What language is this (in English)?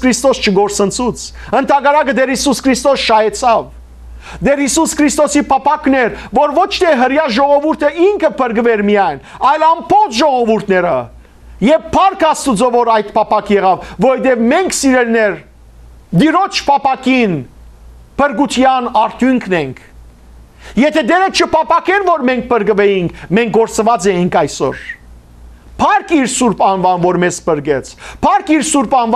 Western Armenian